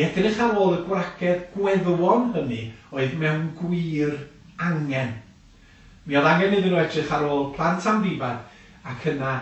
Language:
Welsh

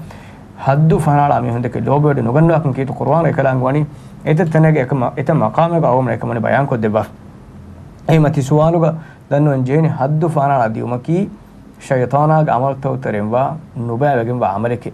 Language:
Divehi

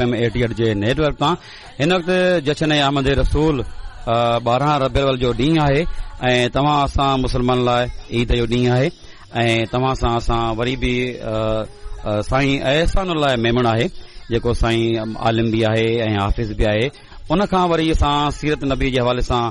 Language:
Sindhi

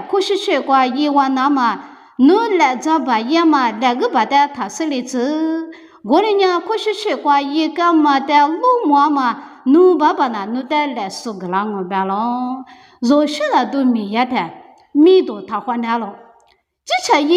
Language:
Lisu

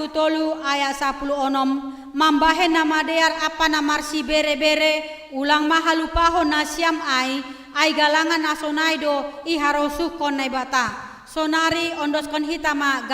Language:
Batak Simalungun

